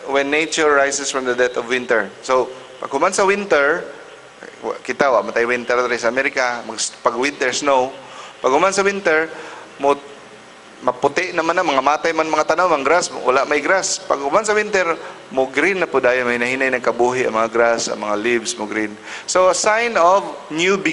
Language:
Cebuano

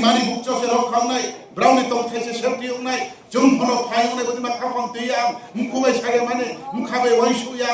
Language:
Riang (India)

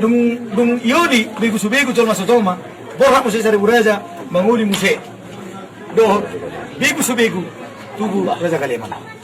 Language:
Batak Toba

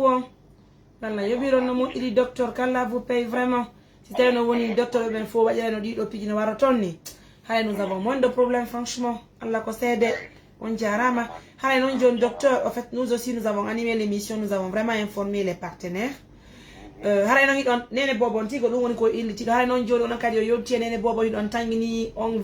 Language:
Fula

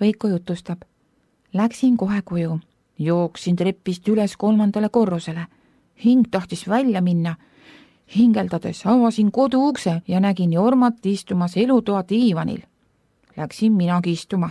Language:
Estonian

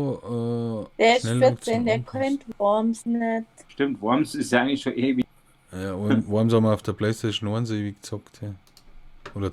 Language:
Bavarian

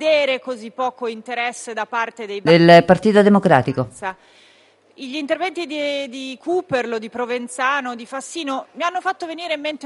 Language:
Italian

